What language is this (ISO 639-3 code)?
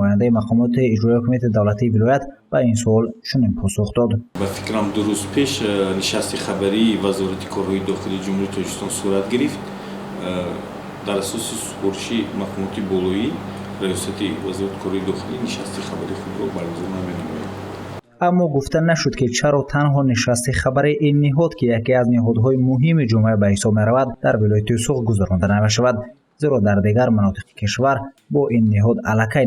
tgk